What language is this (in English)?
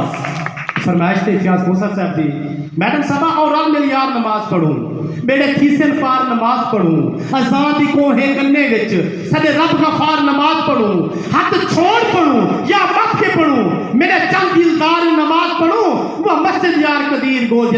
Saraiki